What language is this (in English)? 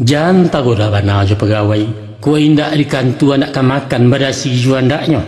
Minangkabau